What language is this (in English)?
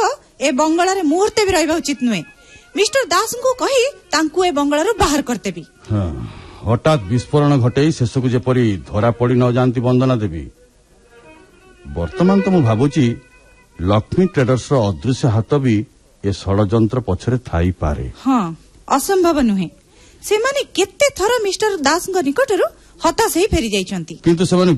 Odia